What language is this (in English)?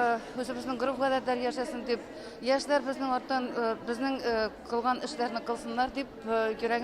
Tatar